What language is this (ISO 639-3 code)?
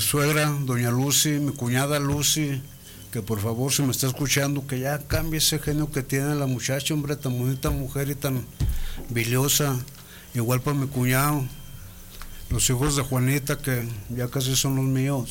spa